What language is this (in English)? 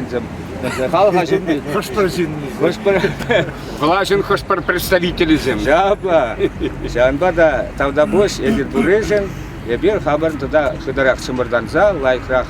Chuvash